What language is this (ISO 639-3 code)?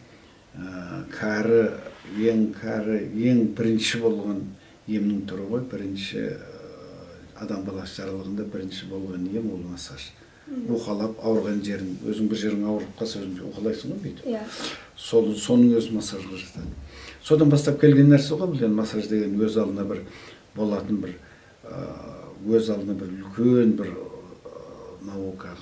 kaz